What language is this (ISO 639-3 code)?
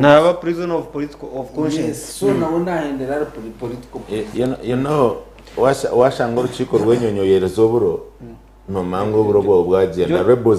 nyn